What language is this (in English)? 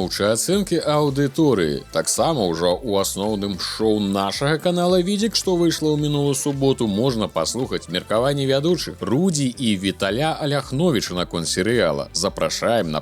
Belarusian